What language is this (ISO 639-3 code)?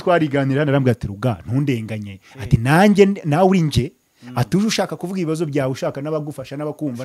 kin